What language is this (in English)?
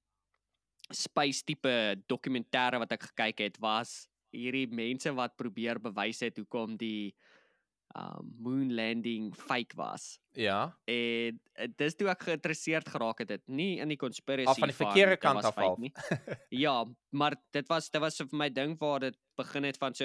Afrikaans